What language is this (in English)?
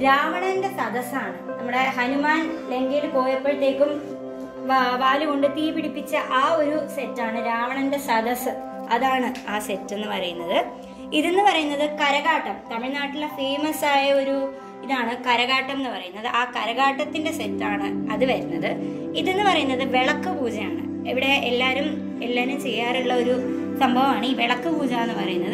Malayalam